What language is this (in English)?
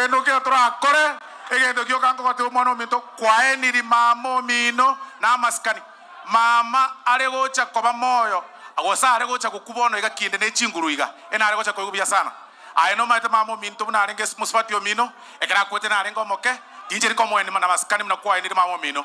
Gusii